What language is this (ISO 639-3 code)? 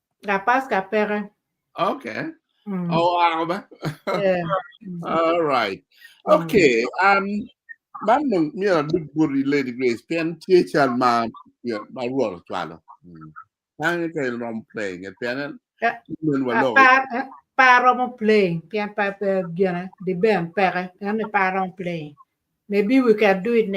ach